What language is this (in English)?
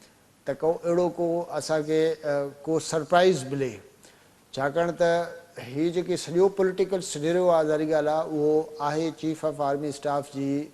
Sindhi